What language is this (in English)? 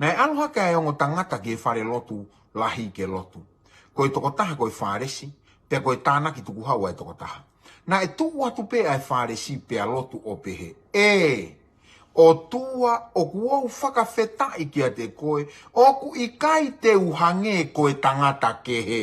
Tongan